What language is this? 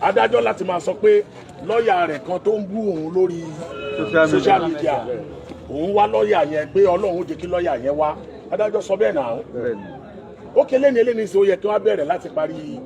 Yoruba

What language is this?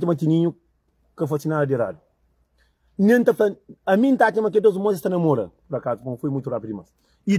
Kabuverdianu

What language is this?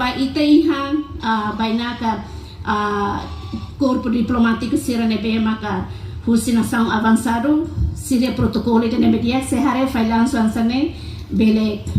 Tetum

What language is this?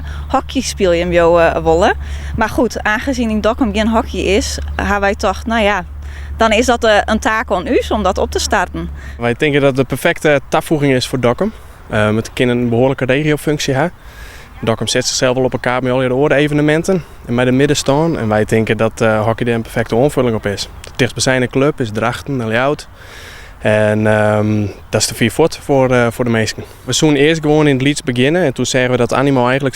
Western Frisian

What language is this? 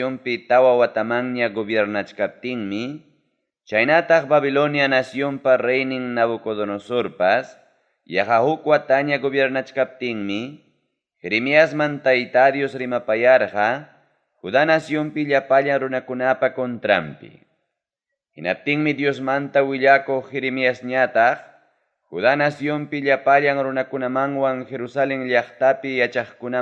Ayacucho Quechua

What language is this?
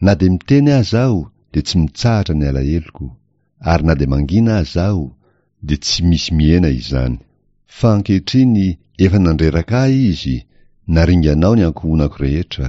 Malagasy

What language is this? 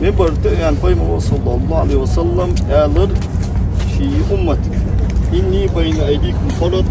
Ingush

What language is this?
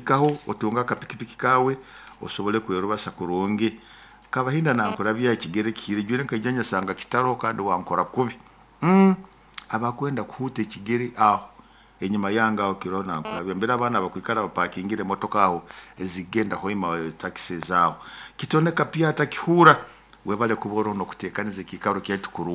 Nyoro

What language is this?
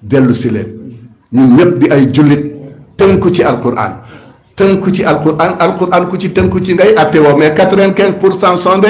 Wolof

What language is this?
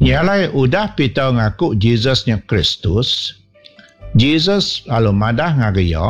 Iban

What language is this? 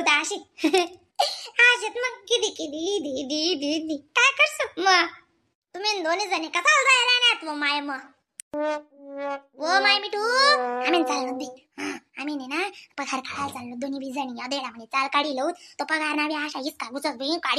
Khandesi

